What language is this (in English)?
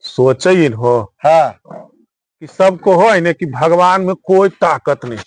Magahi